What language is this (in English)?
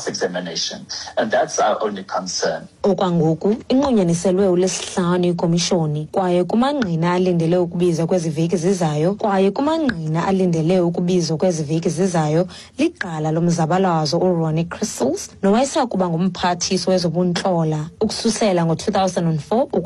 Xhosa